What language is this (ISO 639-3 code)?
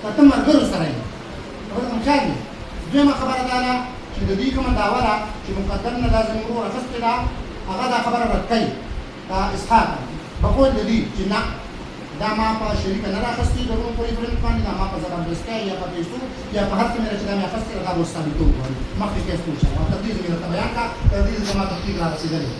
pus